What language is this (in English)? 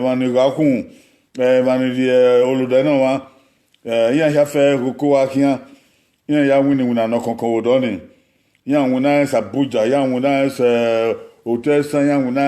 Bini